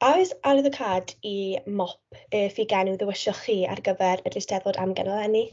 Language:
Welsh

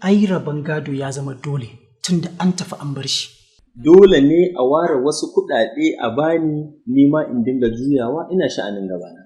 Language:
Hausa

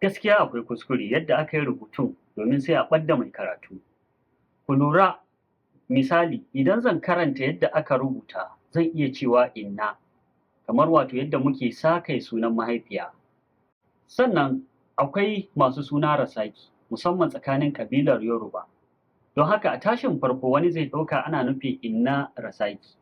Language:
Hausa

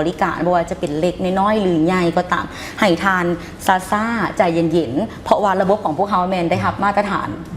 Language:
Lao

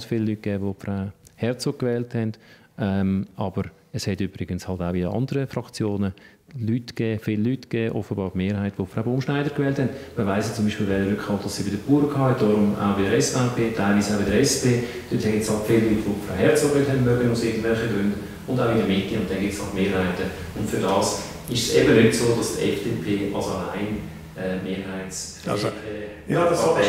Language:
Swiss German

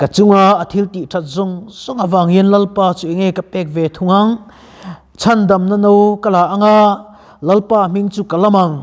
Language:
Mizo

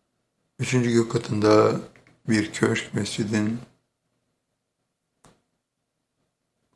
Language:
Turkish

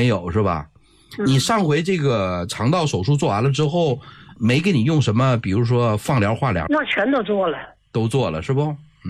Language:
Chinese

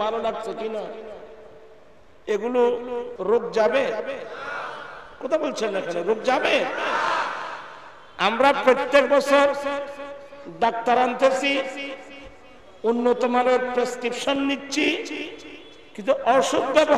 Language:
Bangla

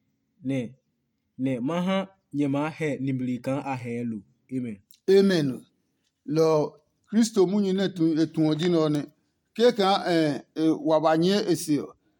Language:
Adangme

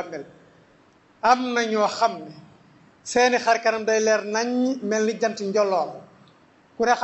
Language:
Wolof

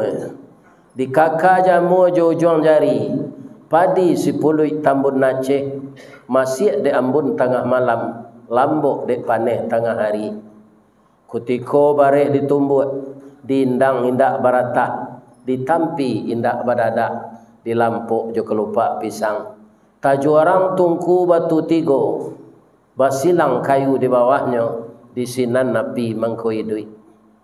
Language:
Minangkabau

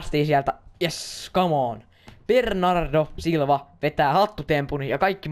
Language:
Finnish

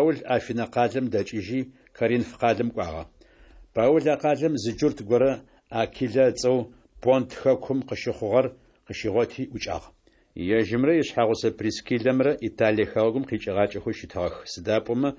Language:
Adyghe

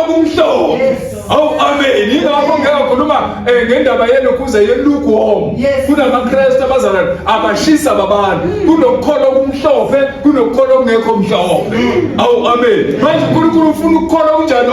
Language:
Zulu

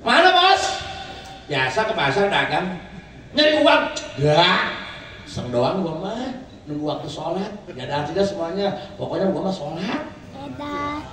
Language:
Betawi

